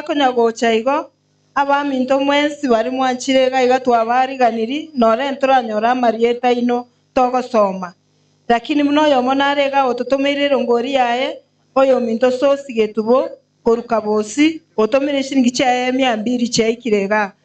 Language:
Gusii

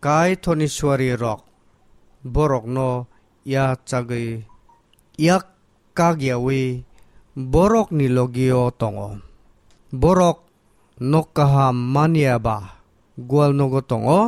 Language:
Kok Borok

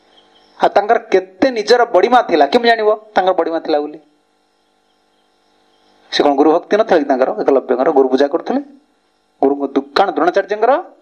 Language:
Odia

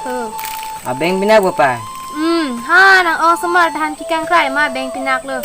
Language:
Karbi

